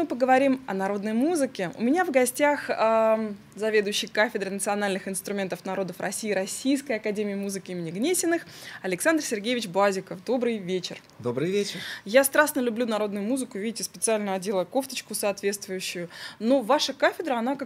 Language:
Russian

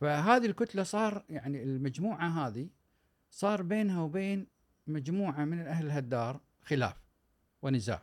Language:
Gulf Arabic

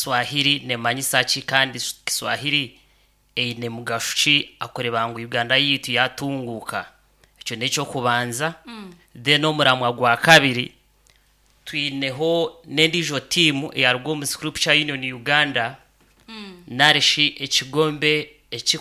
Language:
Nyankole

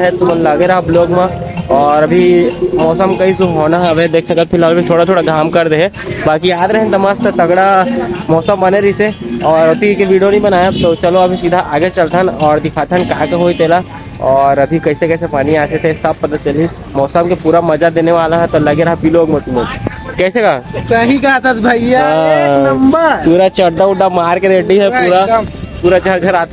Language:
Chhattisgarhi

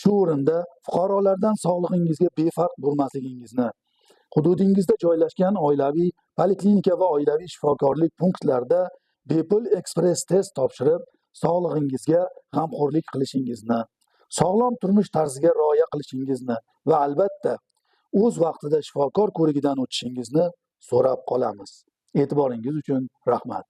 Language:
Uzbek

